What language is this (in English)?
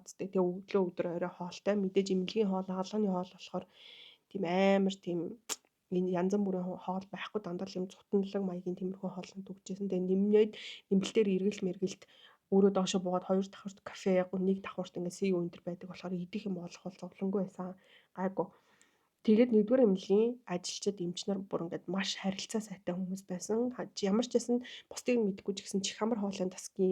Mongolian